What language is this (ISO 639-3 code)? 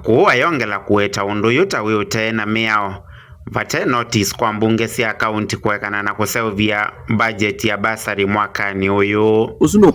kam